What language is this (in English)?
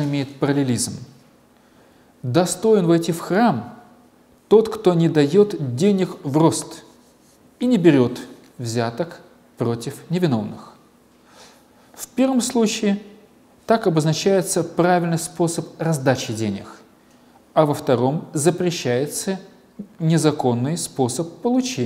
Russian